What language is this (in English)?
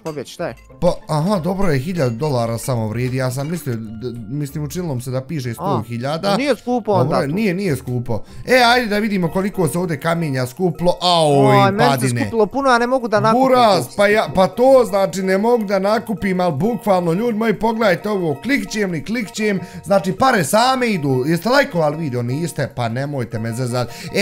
Bosnian